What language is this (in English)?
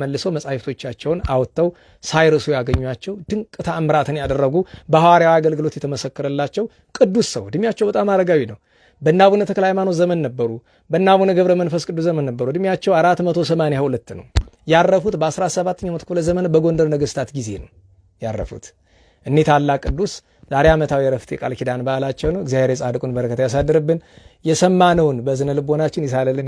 Amharic